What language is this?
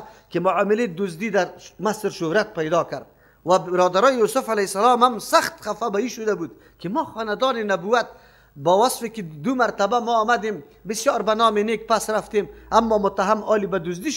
Persian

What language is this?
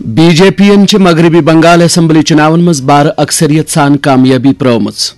Kashmiri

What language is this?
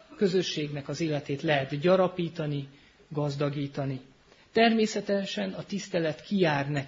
Hungarian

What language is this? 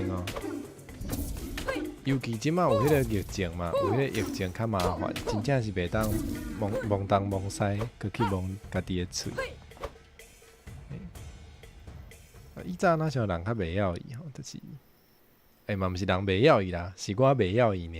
Min Nan Chinese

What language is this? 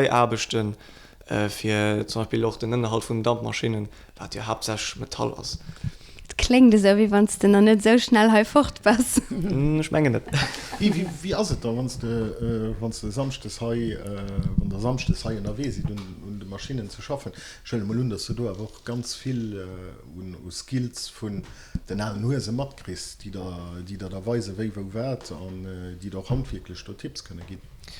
Luxembourgish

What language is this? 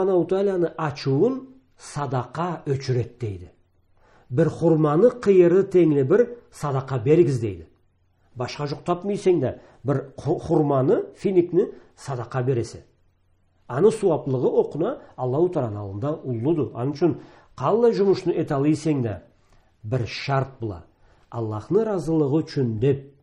Karachay-Balkar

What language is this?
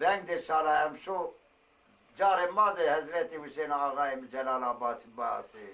Zaza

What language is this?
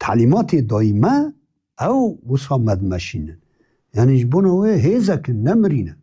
Kurdish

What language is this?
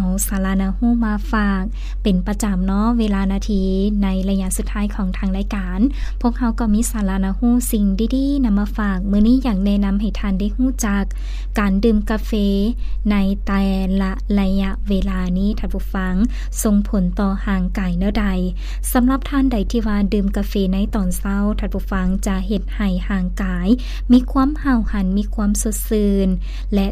Lao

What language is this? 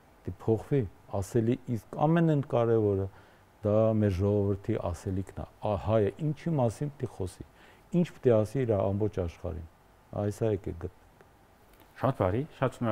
Armenian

